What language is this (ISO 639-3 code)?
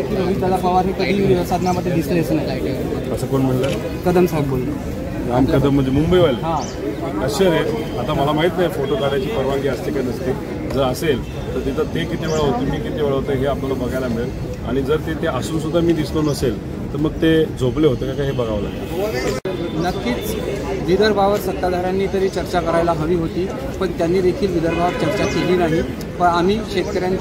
mar